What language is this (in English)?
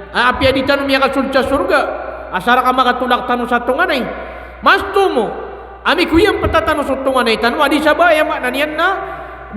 Maranao